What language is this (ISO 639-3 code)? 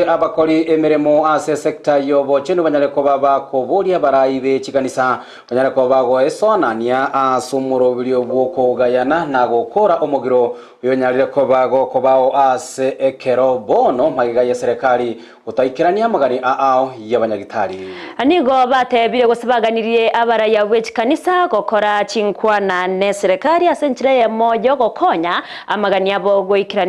guz